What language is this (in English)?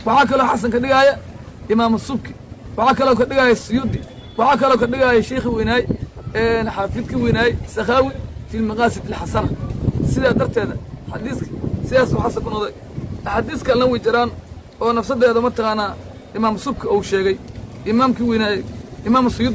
Somali